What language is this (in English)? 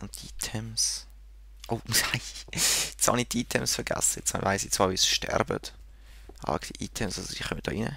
Swiss German